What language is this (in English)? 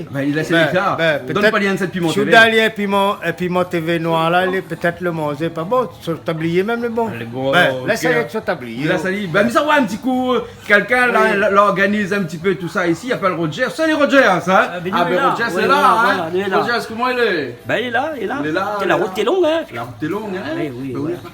Réunion Creole French